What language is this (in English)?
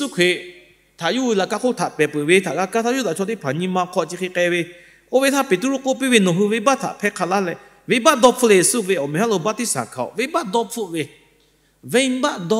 Lahu